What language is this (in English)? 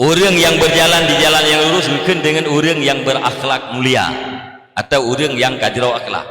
Achinese